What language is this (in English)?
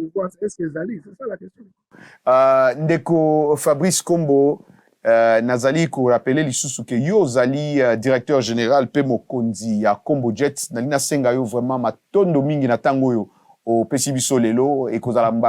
Lingala